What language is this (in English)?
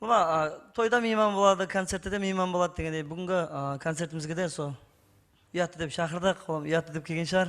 Kara-Kalpak